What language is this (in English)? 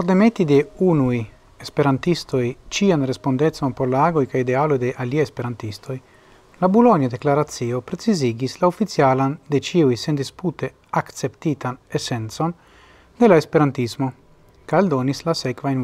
Esperanto